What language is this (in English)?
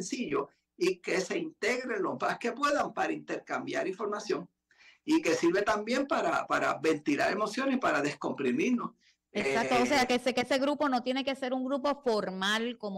Spanish